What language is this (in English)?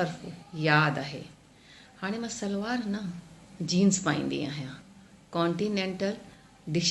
Sindhi